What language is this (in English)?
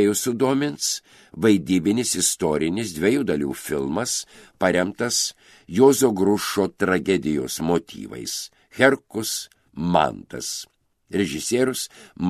Lithuanian